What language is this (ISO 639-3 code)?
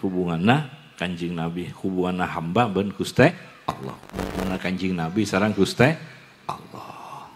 mad